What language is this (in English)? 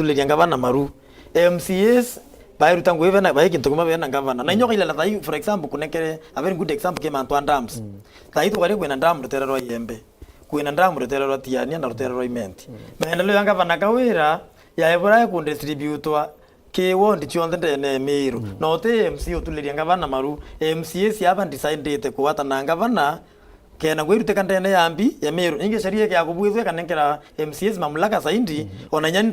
Meru